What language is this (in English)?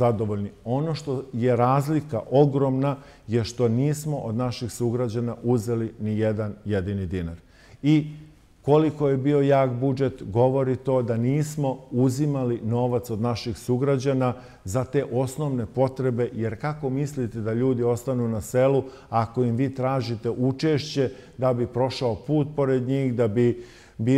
Serbian